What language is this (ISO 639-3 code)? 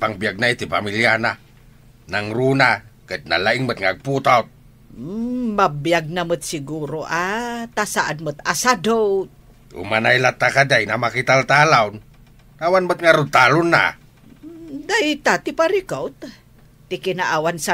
ilo